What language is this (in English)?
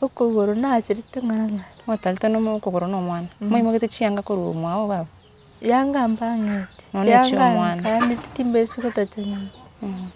Gusii